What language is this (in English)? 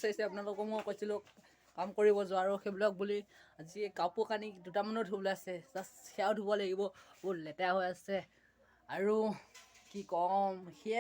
Assamese